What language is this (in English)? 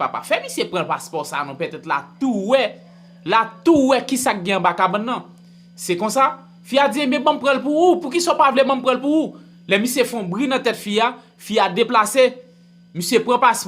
Haitian Creole